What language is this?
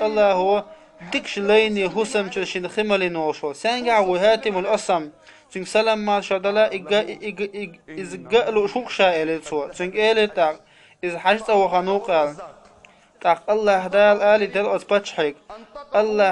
Chechen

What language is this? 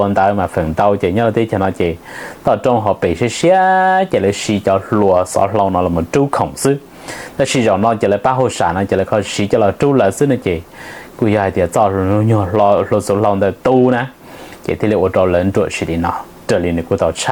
Hmong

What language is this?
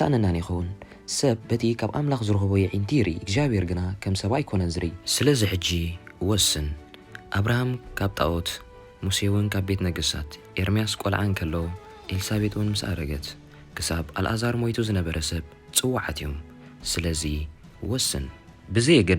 Tigrinya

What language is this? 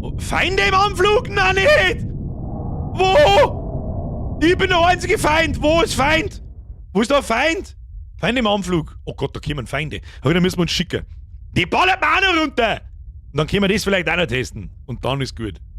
Bavarian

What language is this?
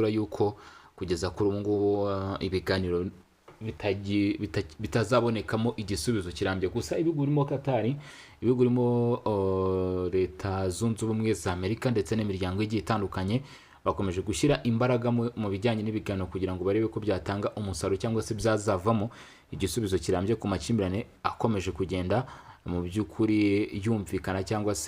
Kinyarwanda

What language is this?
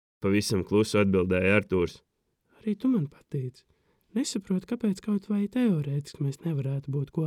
Latvian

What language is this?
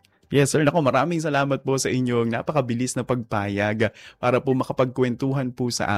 Filipino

